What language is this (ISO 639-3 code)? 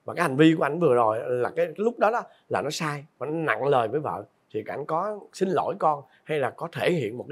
vie